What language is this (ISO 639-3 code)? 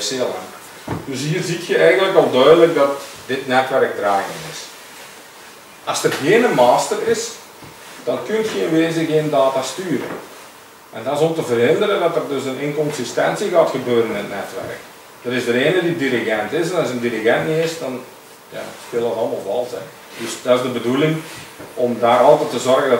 nld